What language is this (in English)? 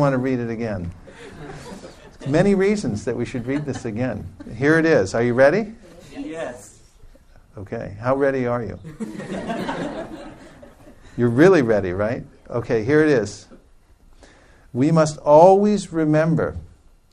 English